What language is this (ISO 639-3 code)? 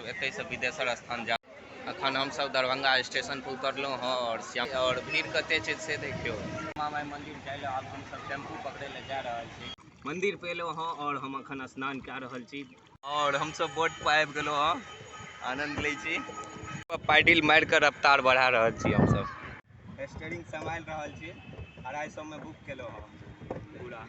mai